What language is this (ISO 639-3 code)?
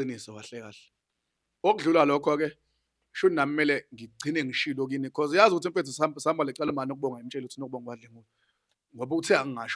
zul